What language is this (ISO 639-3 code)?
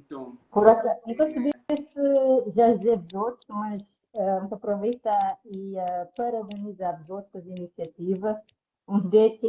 kea